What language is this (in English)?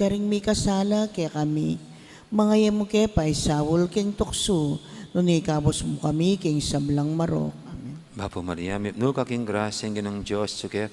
Pampanga